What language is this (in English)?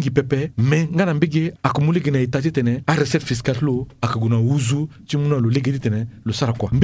Sango